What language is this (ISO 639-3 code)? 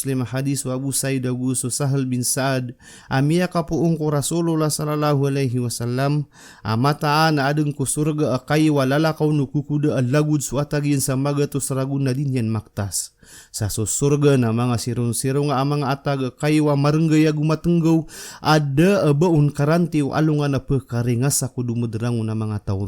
mrw